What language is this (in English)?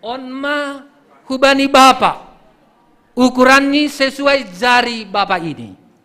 Batak Simalungun